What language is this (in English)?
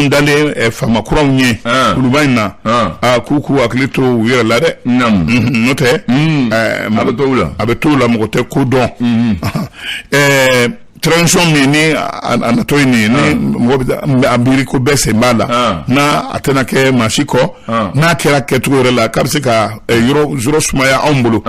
Bambara